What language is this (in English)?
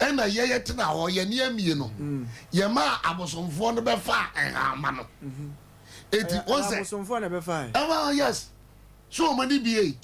Akan